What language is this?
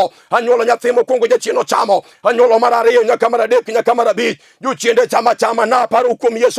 Luo (Kenya and Tanzania)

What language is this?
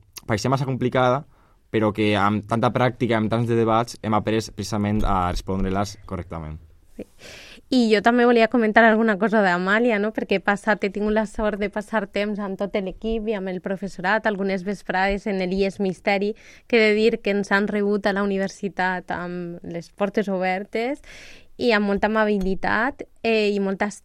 Catalan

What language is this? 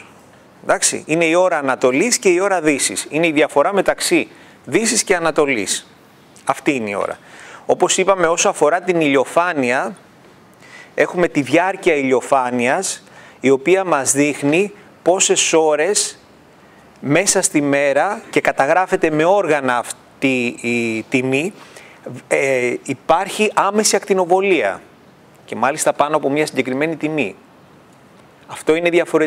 Greek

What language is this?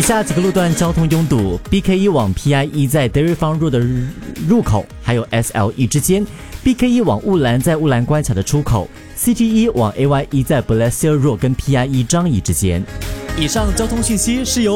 Chinese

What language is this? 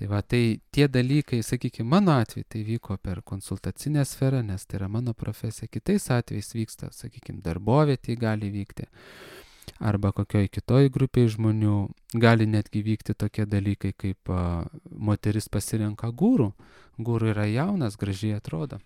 Lithuanian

